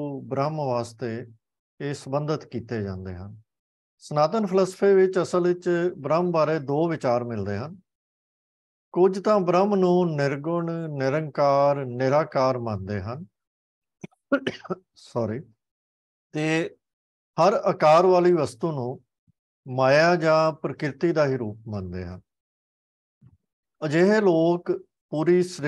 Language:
Punjabi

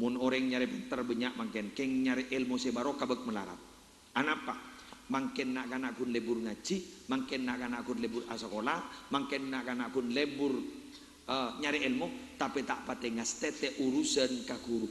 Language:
Madurese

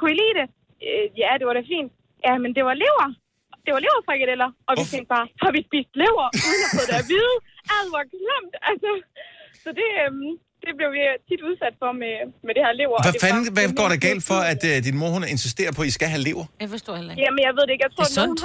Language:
Danish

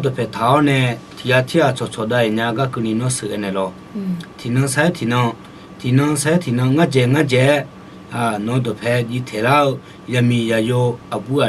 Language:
Akha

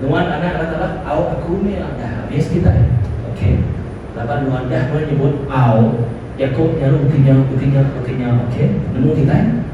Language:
Iban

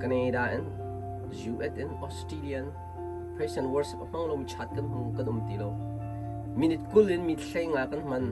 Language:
Hakha Chin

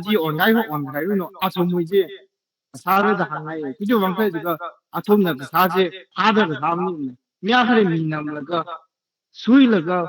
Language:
Tangkhul Naga (India)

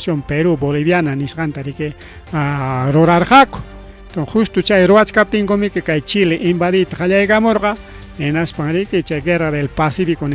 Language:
Ayacucho Quechua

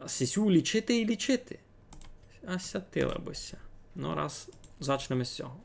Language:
Rusyn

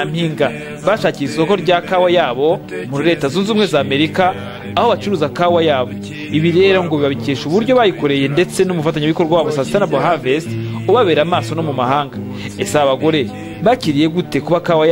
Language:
Kinyarwanda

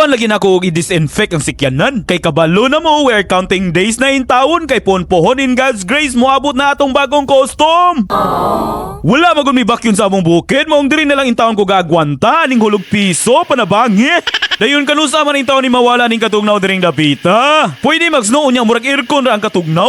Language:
Cebuano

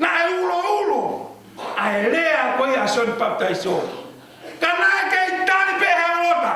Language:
Tongan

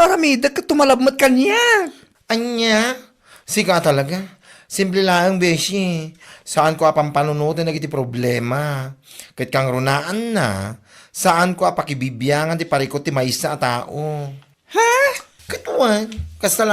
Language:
Iloko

